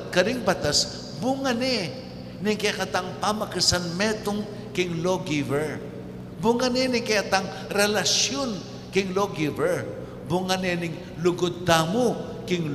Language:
Pampanga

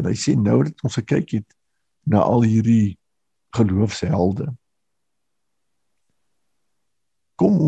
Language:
Afrikaans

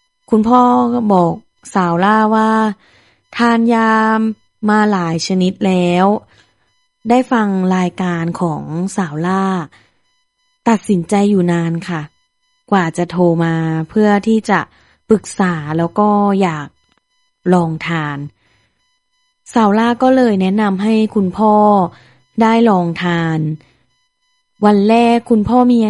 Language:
Thai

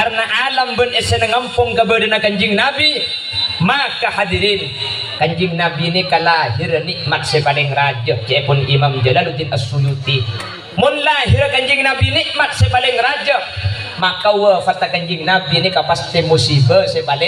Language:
Madurese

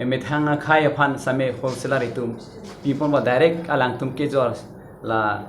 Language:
Karbi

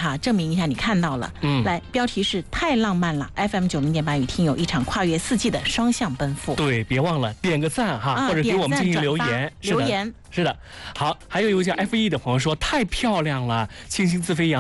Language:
Chinese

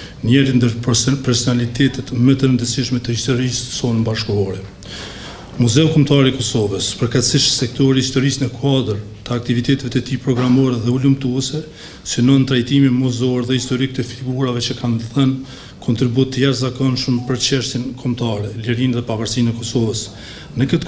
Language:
Albanian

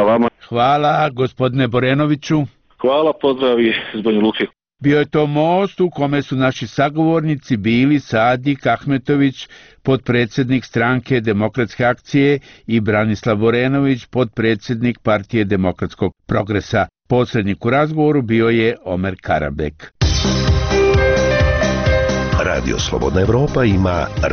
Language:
Bosnian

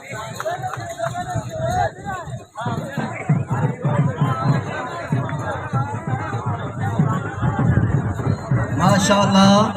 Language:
Saraiki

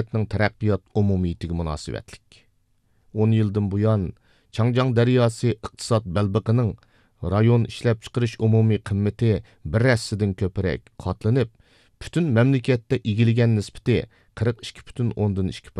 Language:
Uyghur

